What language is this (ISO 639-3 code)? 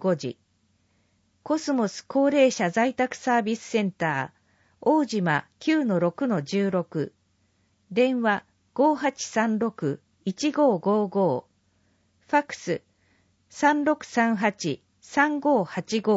jpn